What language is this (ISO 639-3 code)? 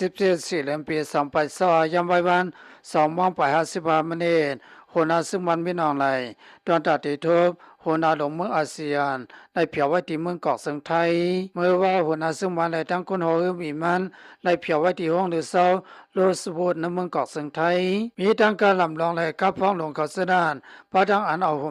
shn